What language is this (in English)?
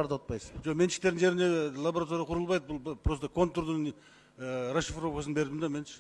Kyrgyz